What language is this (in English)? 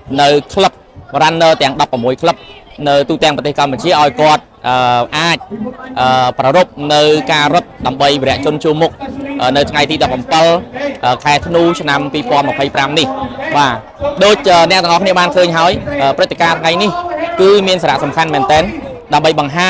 Khmer